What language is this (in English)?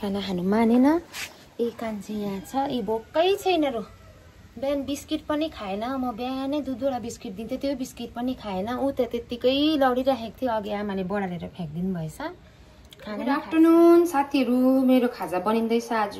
Nepali